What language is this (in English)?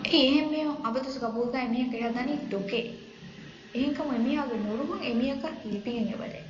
Divehi